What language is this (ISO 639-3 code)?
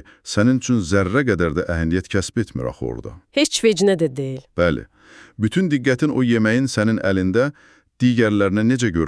aze